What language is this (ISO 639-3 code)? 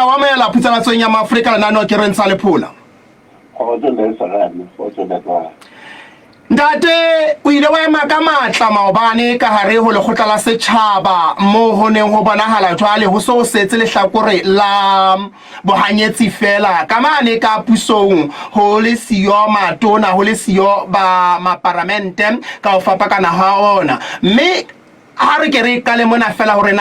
sot